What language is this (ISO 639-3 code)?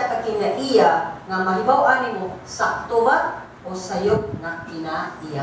ceb